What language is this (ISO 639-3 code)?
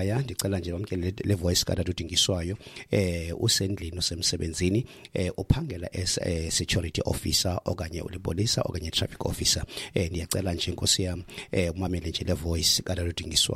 xho